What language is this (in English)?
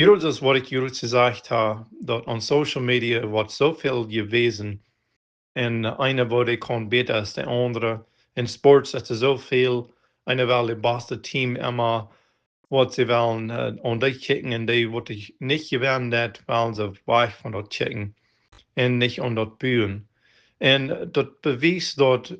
Plautdietsch